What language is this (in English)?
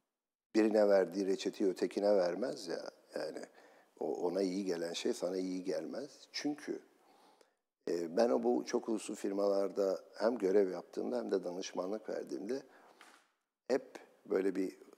Turkish